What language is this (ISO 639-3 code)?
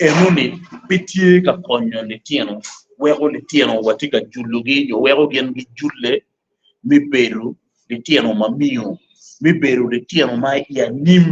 ach